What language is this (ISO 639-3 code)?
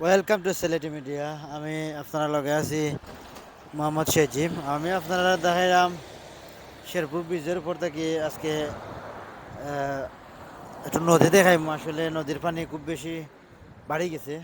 syl